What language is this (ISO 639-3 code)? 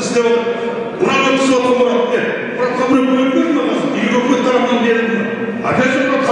kaz